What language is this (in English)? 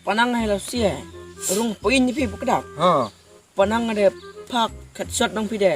Khasi